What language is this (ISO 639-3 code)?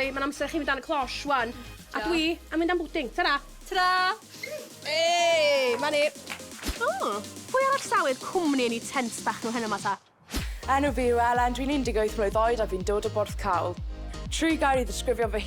cym